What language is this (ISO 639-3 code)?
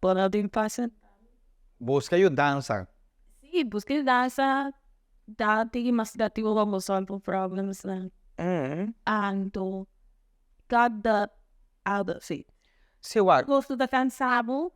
pap